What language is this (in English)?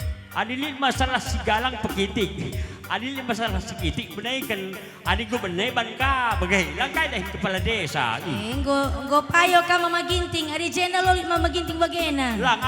Batak Karo